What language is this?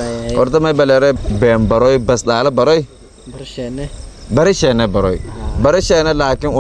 Somali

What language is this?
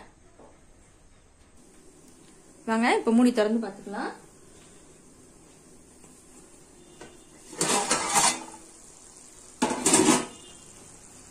Tamil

